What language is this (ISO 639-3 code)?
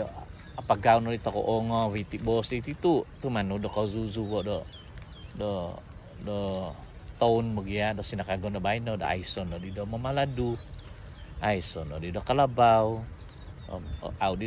dtp